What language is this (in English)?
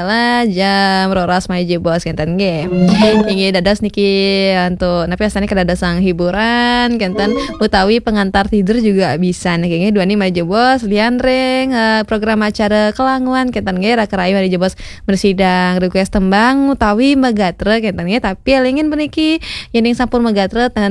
Balinese